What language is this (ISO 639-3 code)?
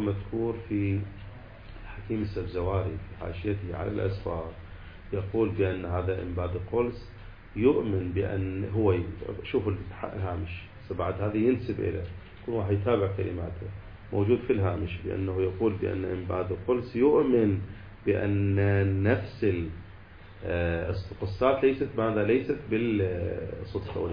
ara